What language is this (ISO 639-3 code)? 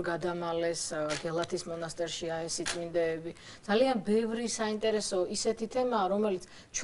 kat